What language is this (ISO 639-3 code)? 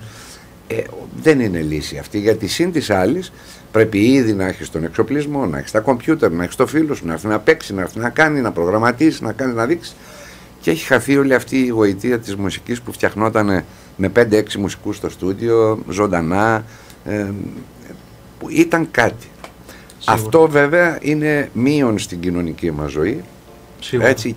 ell